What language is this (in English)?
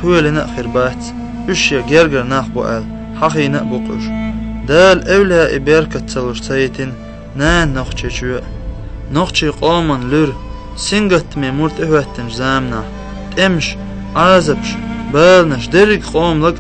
Chechen